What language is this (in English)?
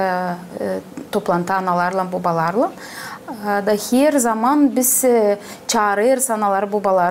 Gagauz